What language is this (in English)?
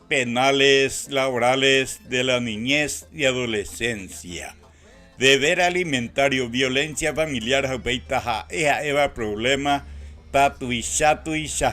Guarani